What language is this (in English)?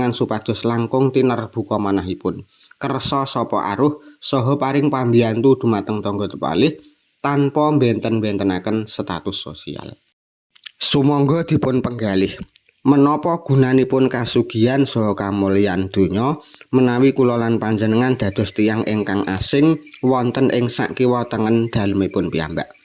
Javanese